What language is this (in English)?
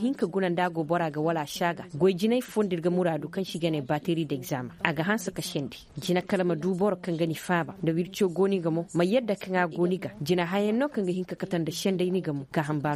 Koyraboro Senni